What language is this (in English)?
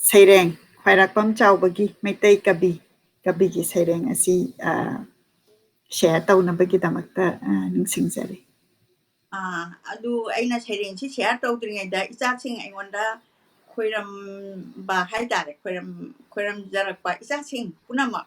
Manipuri